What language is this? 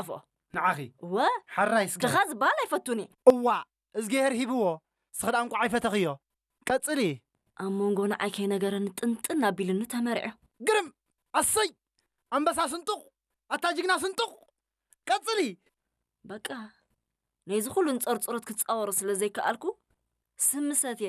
Tigrinya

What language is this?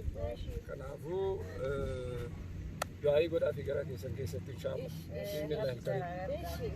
Oromo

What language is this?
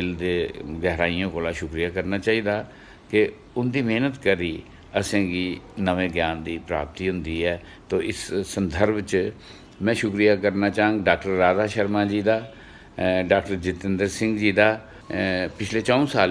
Dogri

